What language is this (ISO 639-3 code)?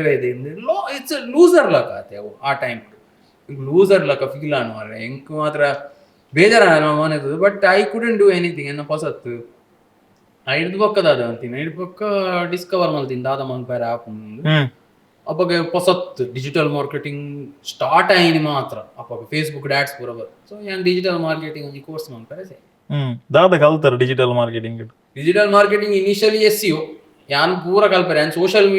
tcy